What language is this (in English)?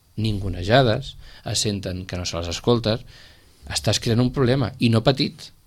Catalan